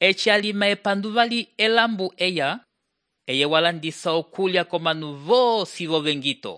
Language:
Umbundu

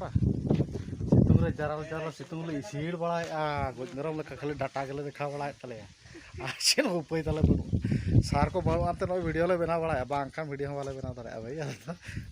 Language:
Santali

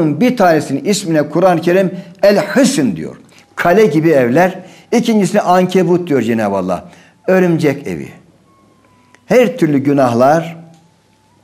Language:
Turkish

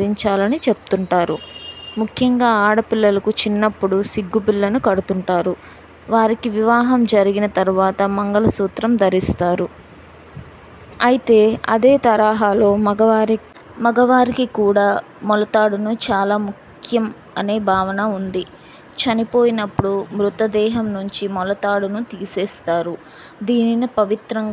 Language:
Telugu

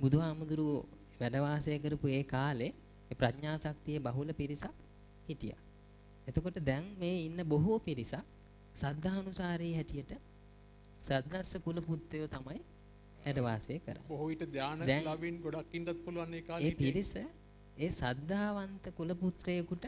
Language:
Sinhala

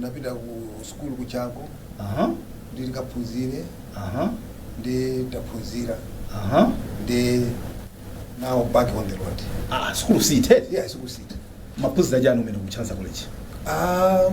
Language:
Nyanja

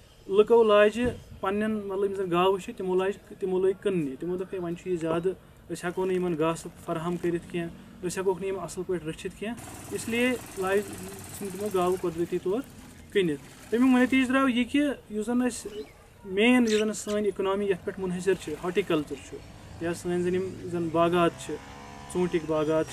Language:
Kashmiri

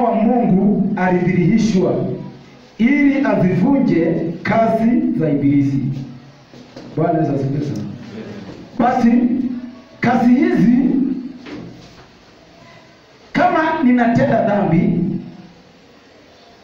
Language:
Swahili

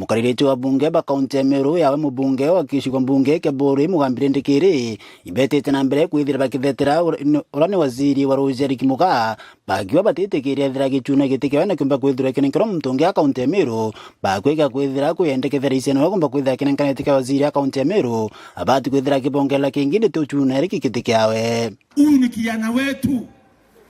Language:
Meru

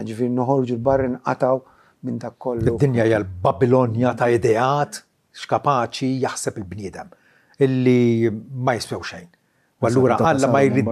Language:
Maltese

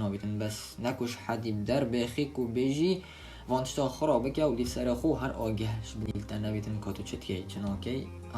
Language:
Kurdish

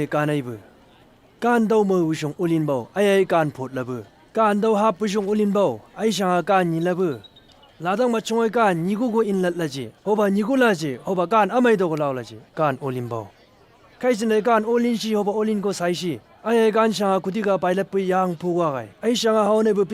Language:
Chang Naga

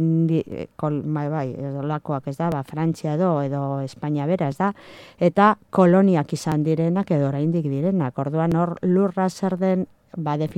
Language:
Basque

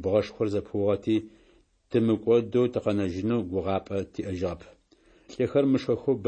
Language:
Adyghe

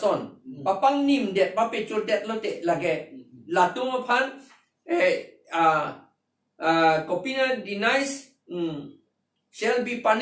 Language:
Karbi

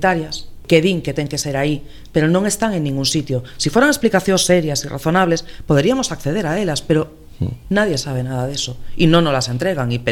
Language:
Galician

